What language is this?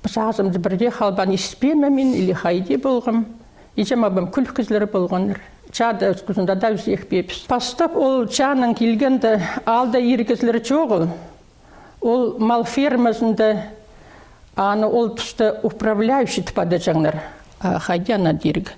Khakas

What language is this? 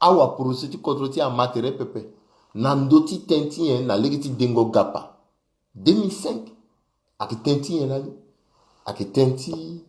Sango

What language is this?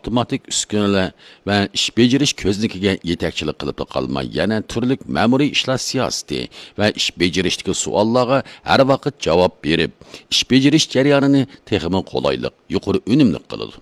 Uyghur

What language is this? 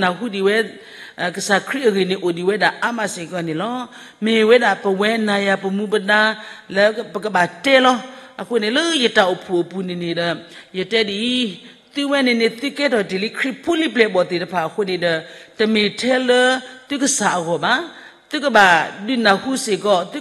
S'gaw Karen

